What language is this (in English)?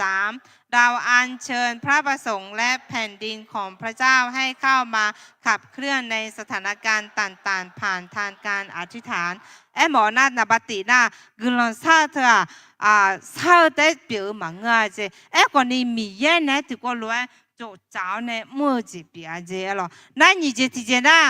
Akha